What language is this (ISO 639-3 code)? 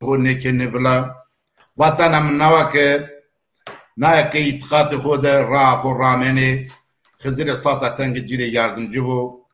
zza